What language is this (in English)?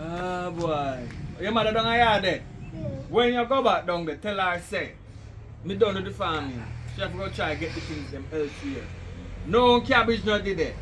Jamaican Creole English